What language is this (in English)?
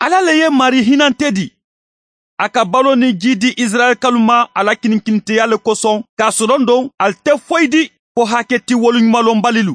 Mandingo